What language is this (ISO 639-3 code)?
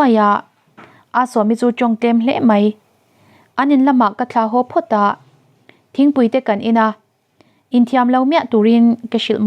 lus